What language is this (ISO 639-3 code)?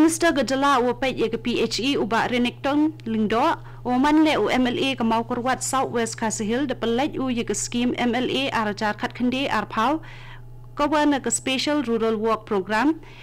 kha